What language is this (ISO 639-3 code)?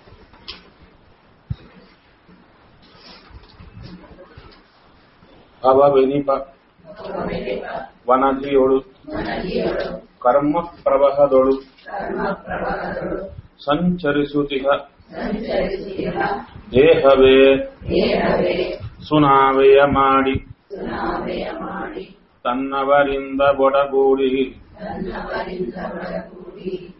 kan